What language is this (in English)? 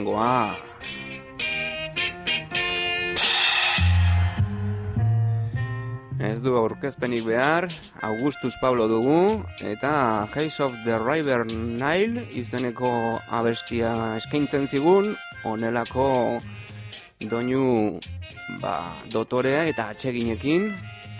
Basque